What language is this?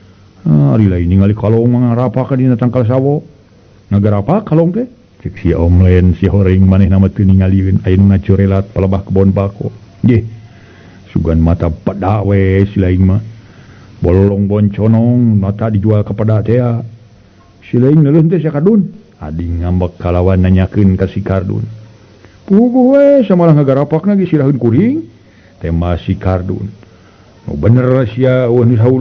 Sundanese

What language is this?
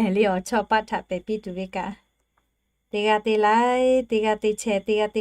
Lahu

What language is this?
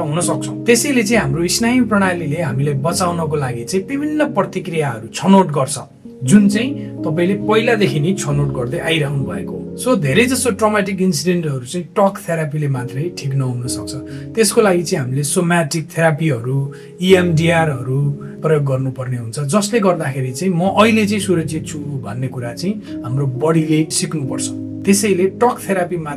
Nepali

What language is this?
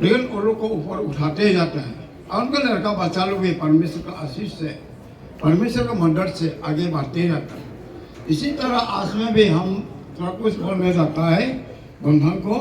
Hmar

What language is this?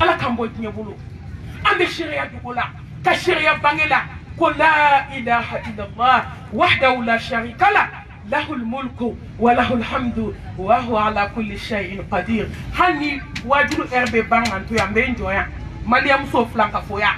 Bambara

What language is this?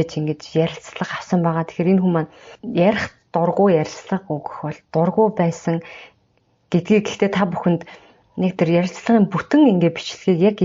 Mongolian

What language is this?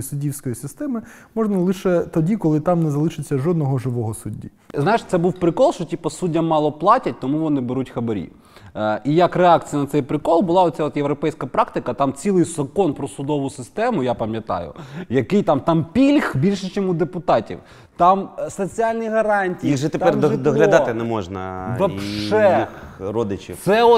Ukrainian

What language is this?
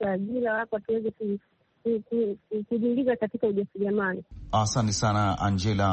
Swahili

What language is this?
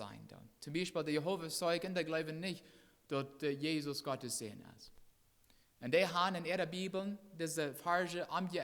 Plautdietsch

